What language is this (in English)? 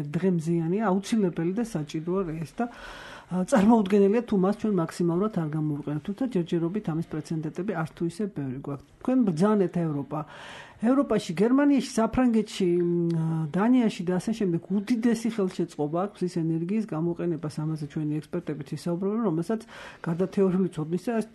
Georgian